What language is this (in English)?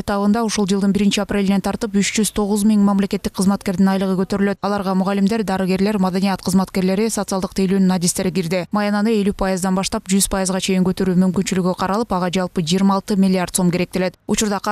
Kyrgyz